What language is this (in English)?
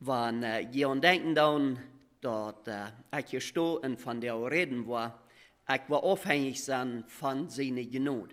Plautdietsch